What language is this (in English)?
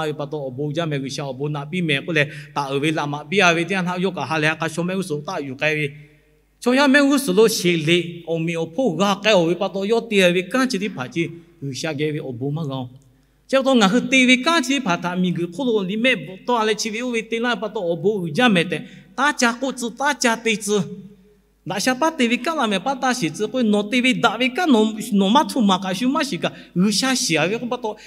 Lahu